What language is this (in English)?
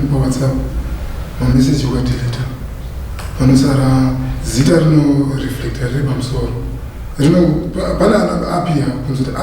Shona